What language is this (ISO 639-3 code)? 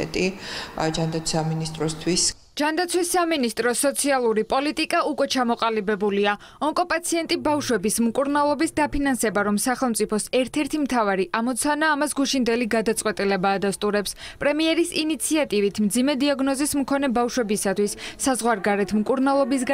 kat